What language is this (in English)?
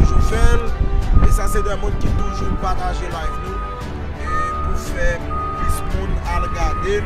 Haitian Creole